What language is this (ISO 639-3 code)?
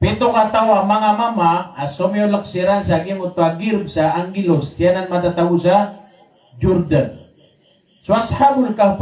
mrw